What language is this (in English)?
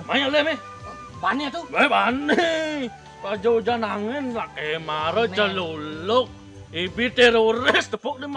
Balinese